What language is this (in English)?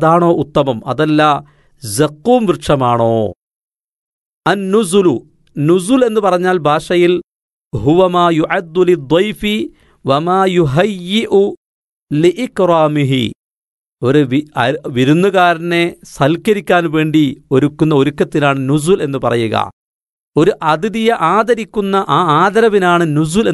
Malayalam